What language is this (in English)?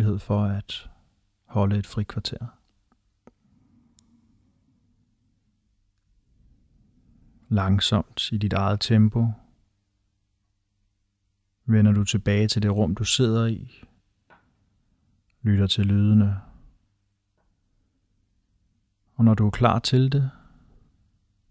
Danish